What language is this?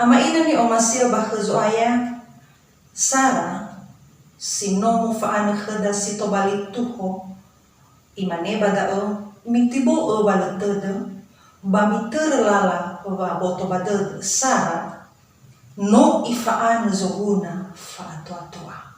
Nias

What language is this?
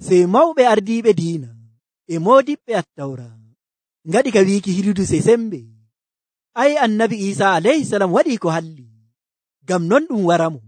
Nigerian Fulfulde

